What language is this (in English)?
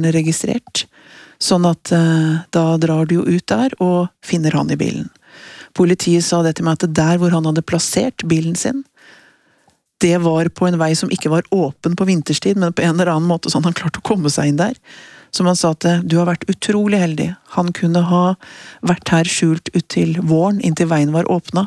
Norwegian